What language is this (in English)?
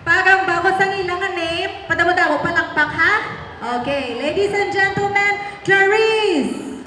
Hiligaynon